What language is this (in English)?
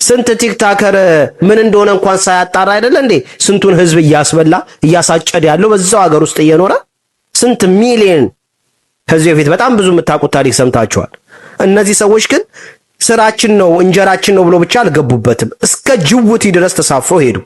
Amharic